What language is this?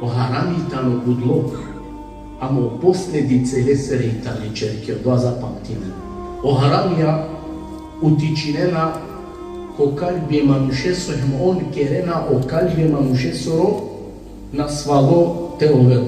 Balkan Romani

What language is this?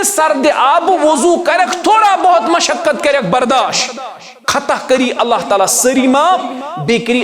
Kashmiri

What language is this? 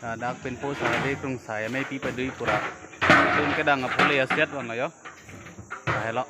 Karbi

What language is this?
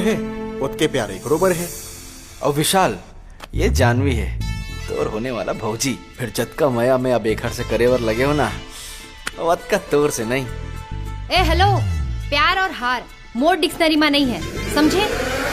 Chhattisgarhi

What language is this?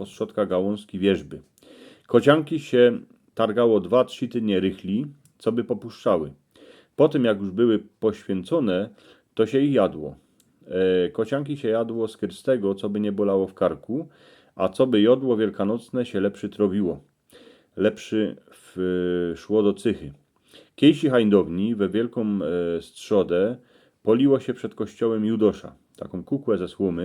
Silesian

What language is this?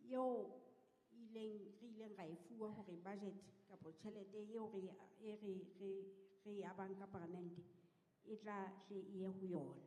Southern Sotho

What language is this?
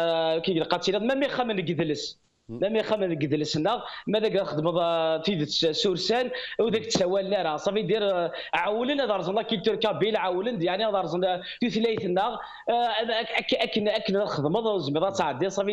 Kabyle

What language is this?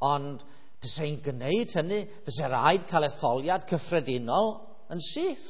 Welsh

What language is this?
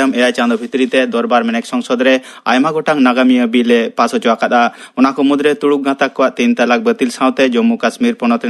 Santali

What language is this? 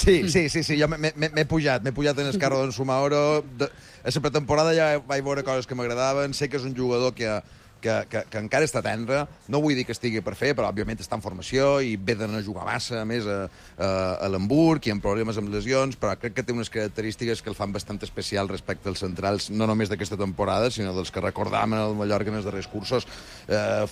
Catalan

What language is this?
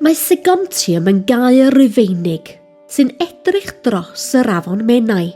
Welsh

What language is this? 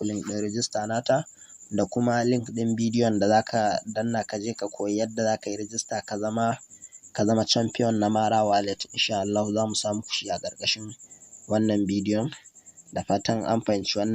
Hausa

